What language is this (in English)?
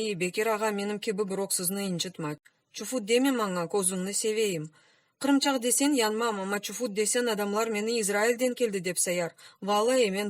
Crimean Tatar